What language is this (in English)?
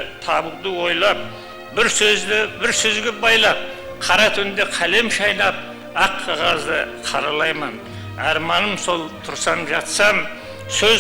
Kara-Kalpak